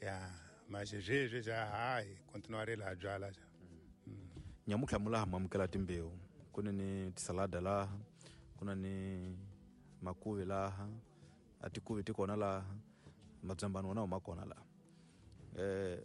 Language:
Tsonga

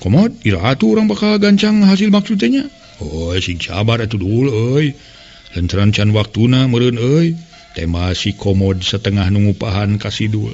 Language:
Sundanese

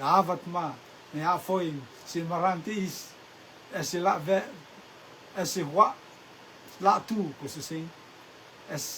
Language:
Rotuman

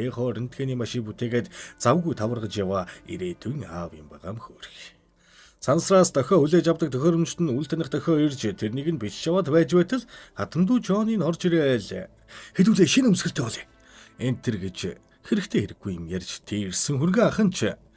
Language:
Mongolian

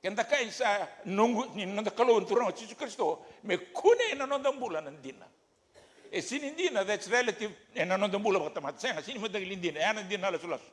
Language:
Fijian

